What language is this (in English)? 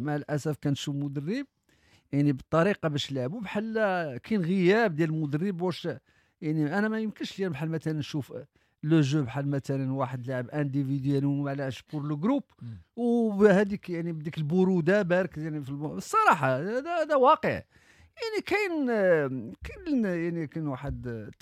Moroccan Arabic